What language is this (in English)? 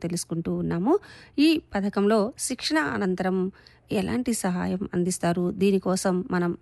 Telugu